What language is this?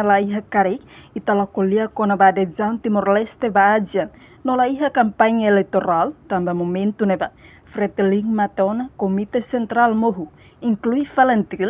Tetum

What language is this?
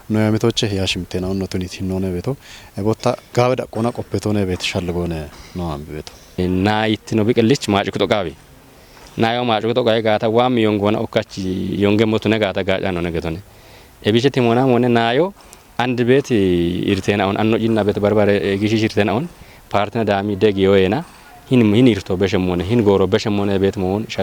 Kafa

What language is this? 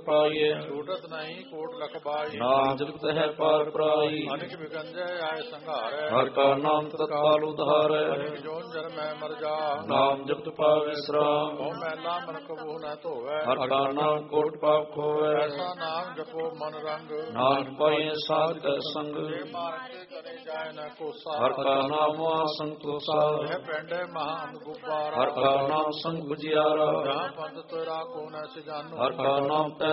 Punjabi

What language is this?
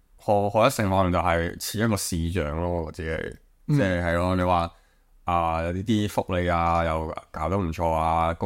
Cantonese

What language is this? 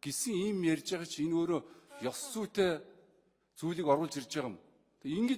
Mongolian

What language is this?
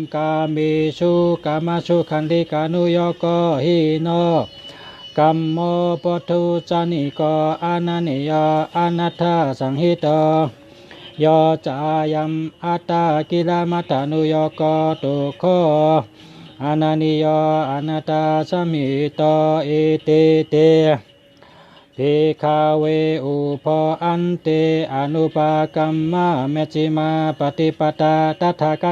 Shan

